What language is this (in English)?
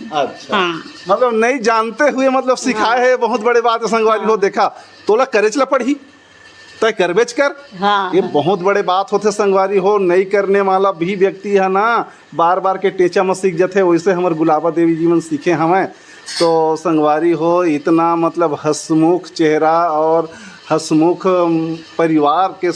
Chhattisgarhi